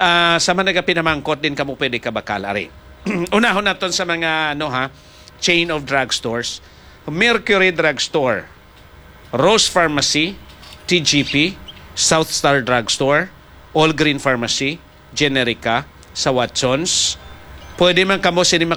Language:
Hiligaynon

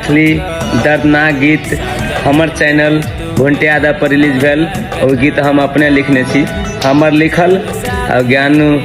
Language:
Maithili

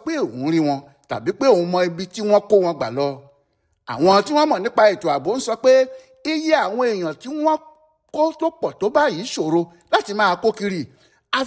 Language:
Yoruba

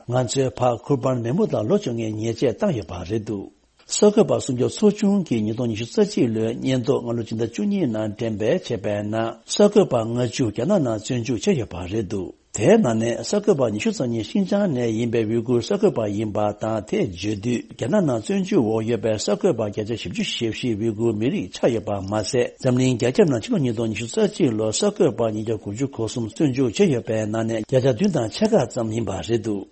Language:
Tibetan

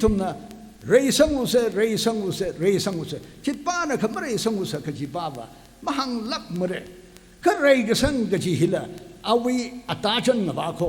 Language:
Tangkhul Naga (India)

